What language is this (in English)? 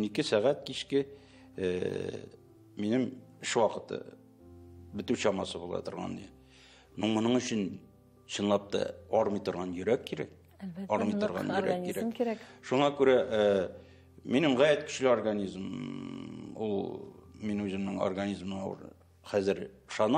Tatar